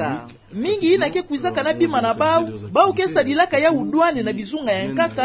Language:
Kituba (Democratic Republic of Congo)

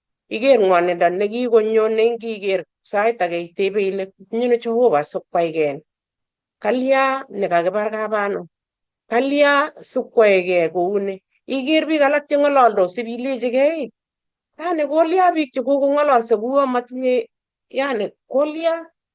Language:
Kalenjin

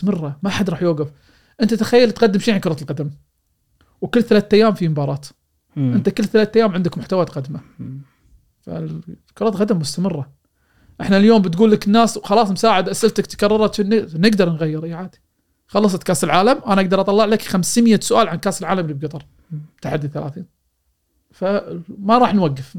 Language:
Gulf Arabic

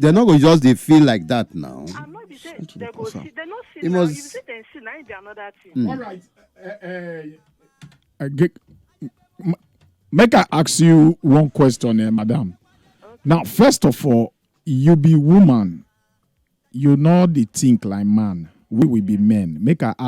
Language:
Nigerian Pidgin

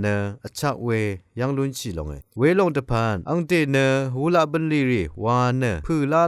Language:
Rawang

